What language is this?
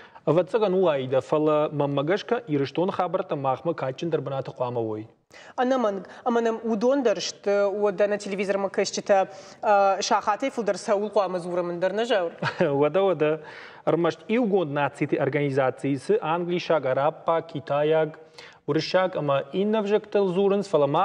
Ossetic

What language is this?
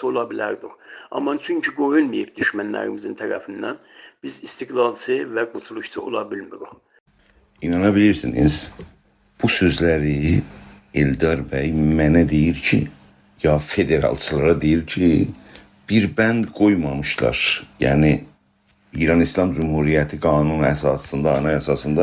South Azerbaijani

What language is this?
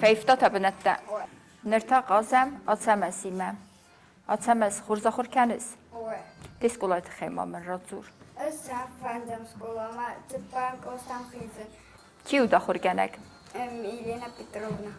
Ossetic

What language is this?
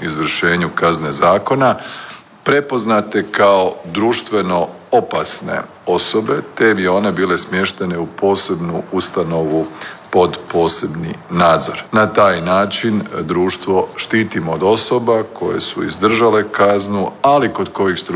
Croatian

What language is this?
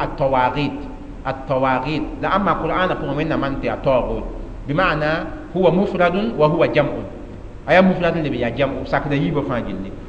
Mossi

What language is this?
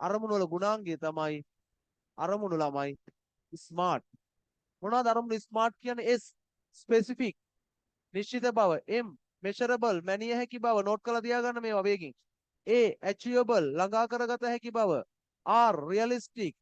Sinhala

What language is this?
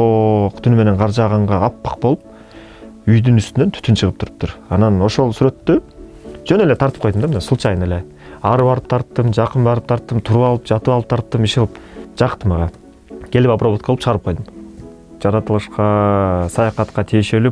Kyrgyz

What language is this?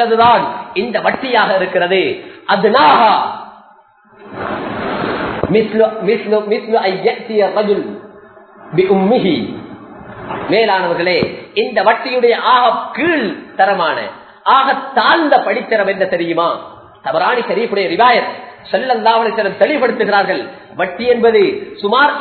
Tamil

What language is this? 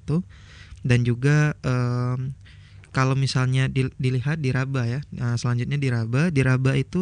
Indonesian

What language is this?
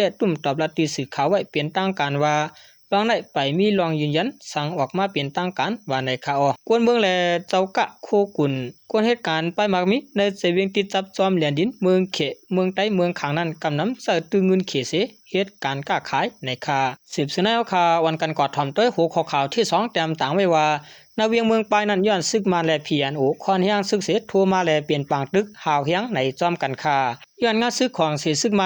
Shan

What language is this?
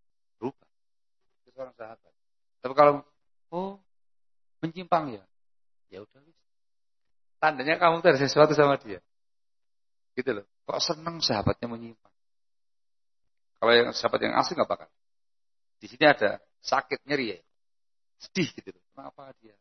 Indonesian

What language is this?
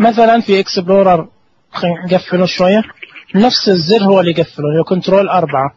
Najdi Arabic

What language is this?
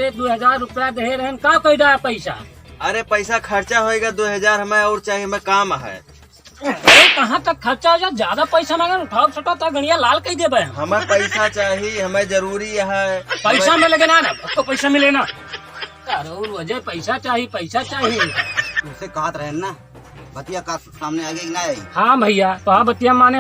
Awadhi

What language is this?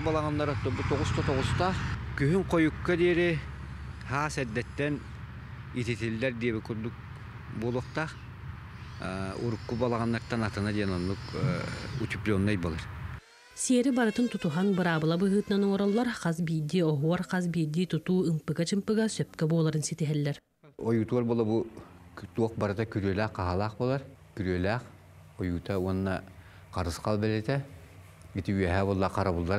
Yakut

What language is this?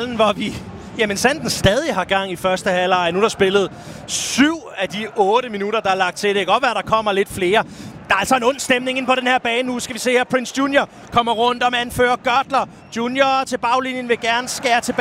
Danish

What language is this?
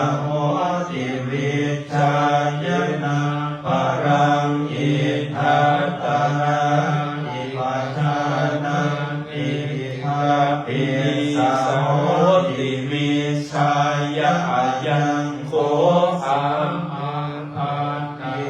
Pali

